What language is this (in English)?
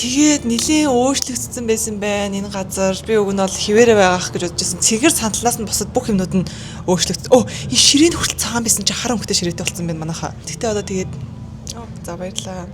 Mongolian